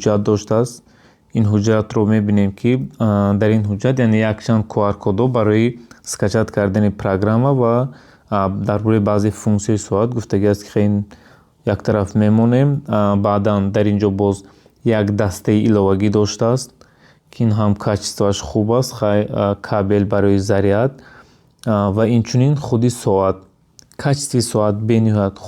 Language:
Tajik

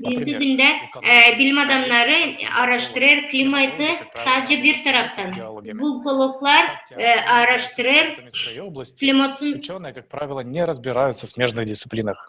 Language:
Gagauz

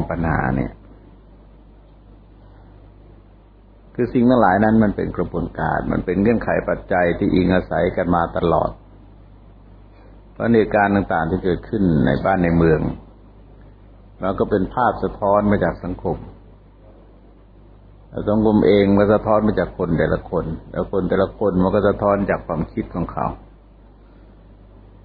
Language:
Thai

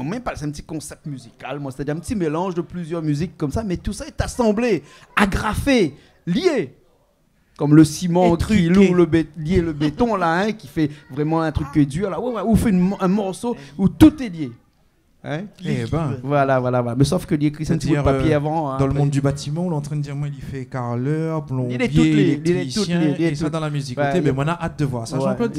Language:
Réunion Creole French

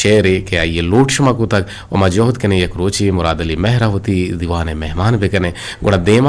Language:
Eastern Balochi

